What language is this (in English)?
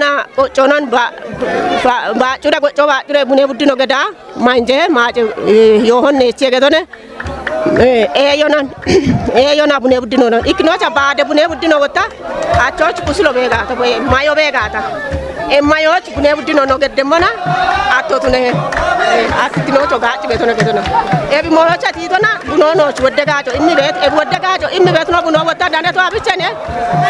Kafa